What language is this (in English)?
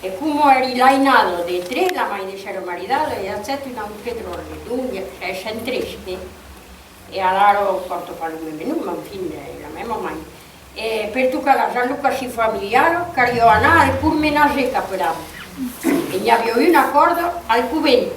Occitan